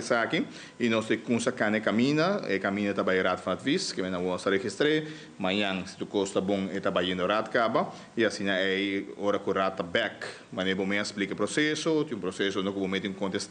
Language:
Papiamento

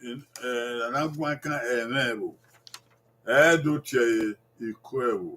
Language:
Bini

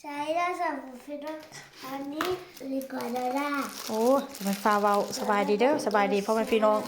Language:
Northeastern Thai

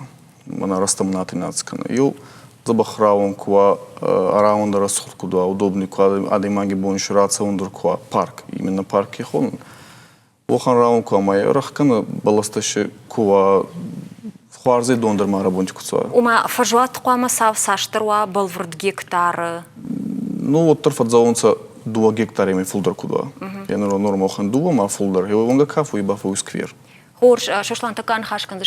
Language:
Ossetic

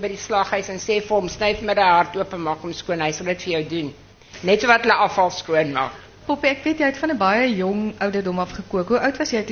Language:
Afrikaans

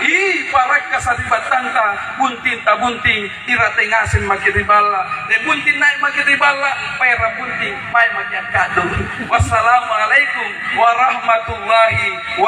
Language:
Makasar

